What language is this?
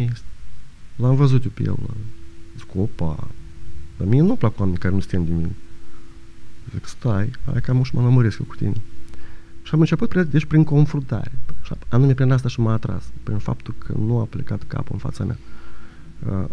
Romanian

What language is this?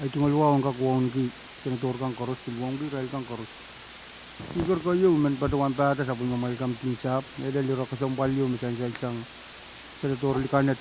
Pohnpeian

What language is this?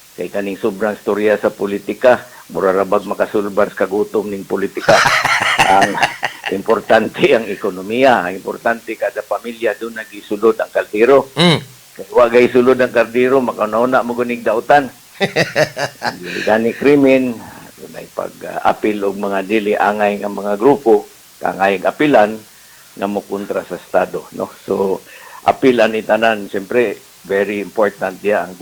Cebuano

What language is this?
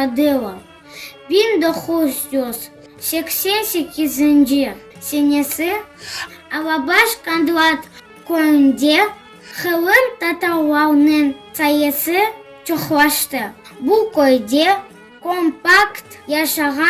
Crimean Tatar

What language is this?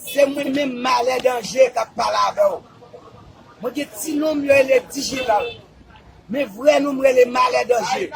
Haitian Creole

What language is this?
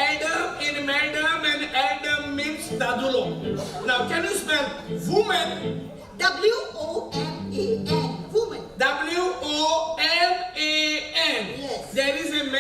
Konkani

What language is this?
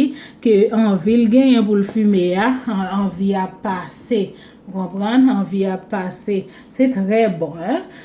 Haitian Creole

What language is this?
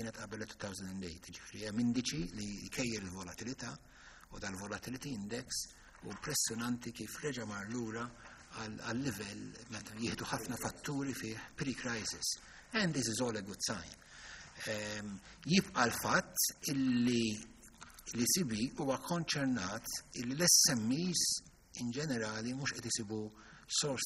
Maltese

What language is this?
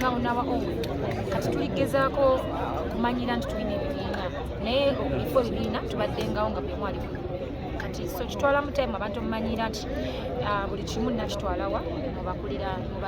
Ganda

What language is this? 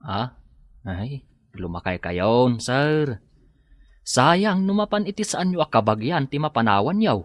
Iloko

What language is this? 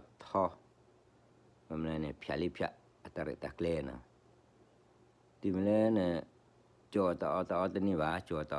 S'gaw Karen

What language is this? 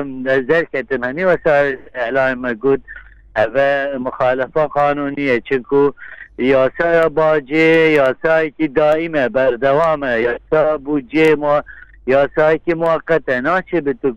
Kurdish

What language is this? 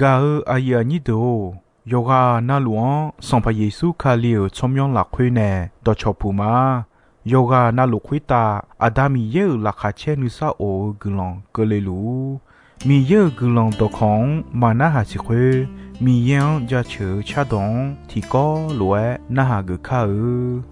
Akha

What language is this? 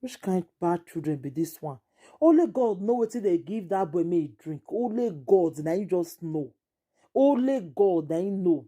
Nigerian Pidgin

